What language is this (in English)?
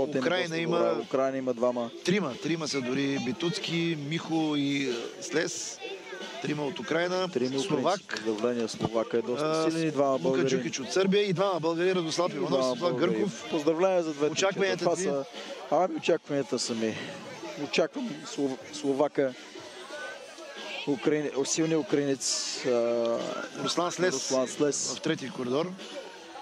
Bulgarian